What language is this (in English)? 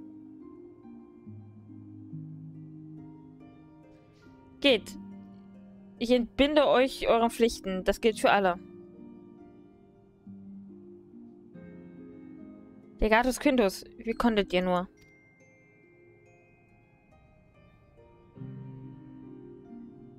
German